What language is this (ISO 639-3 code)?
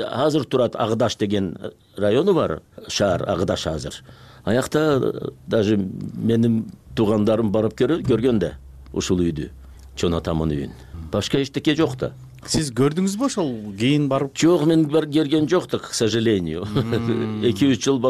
kir